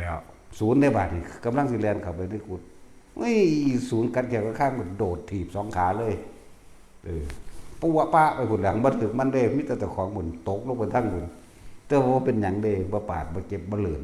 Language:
Northeastern Thai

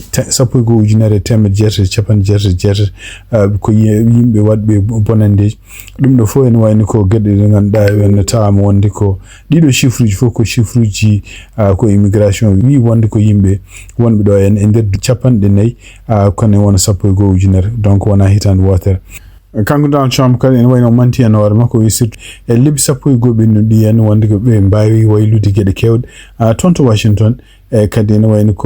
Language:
Fula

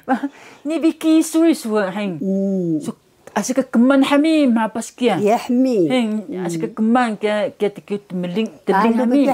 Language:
Taroko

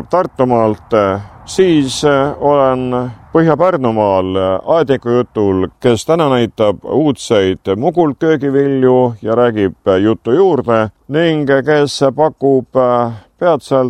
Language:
Estonian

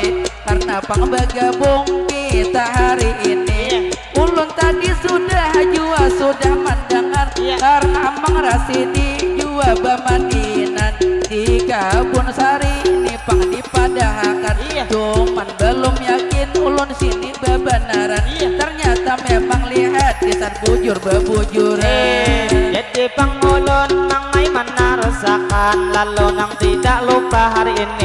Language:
Banjar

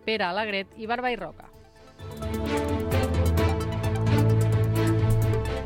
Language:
Catalan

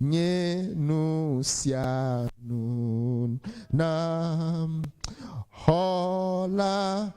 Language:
Ewe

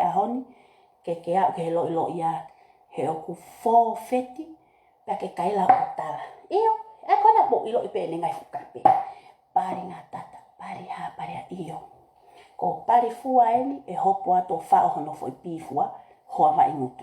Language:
Tongan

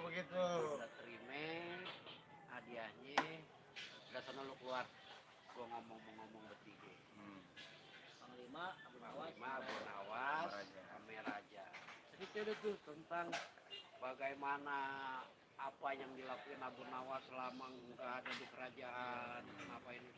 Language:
Betawi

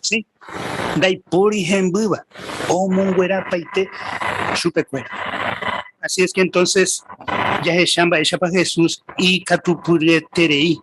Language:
Guarani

